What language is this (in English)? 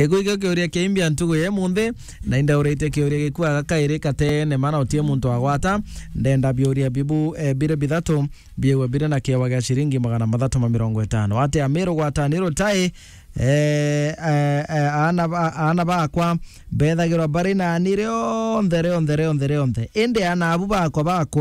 Meru